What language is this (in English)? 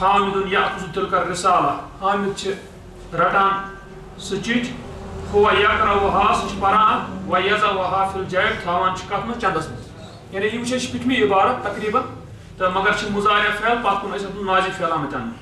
Kashmiri